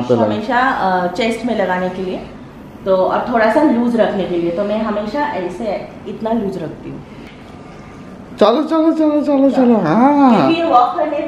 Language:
Hindi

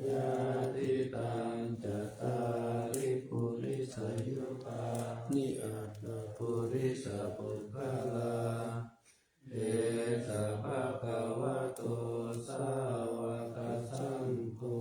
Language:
Pali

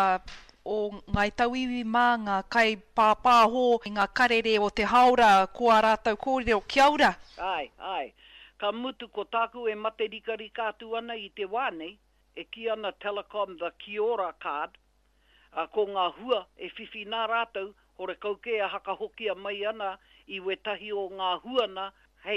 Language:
Māori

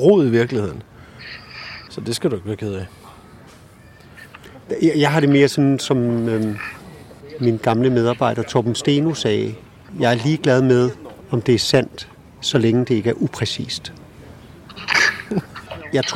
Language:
Danish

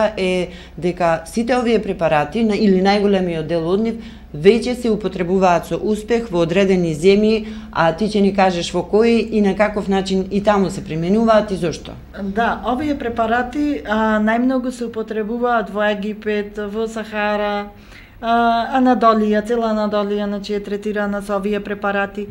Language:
Macedonian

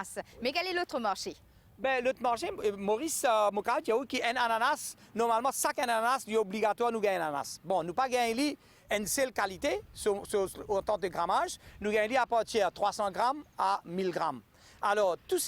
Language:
Morisyen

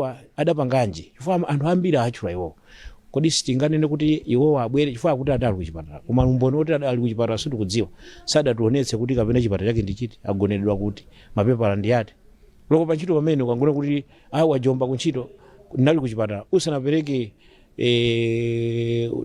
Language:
Nyanja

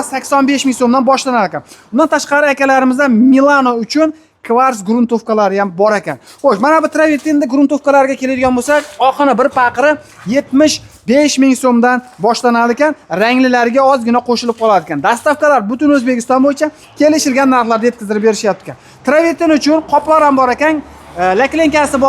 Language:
Uzbek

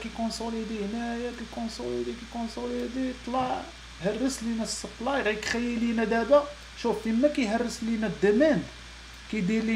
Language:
Moroccan Arabic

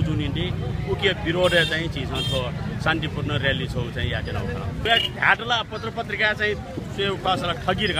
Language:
Newari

